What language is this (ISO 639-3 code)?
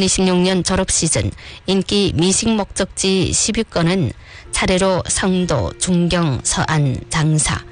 kor